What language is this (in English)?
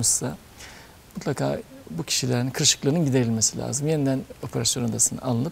Turkish